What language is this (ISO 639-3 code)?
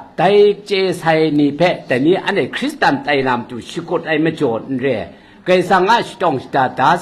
kac